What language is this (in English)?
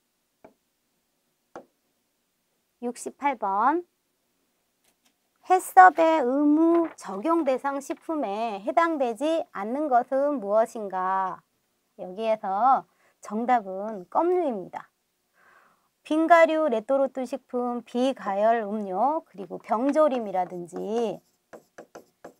Korean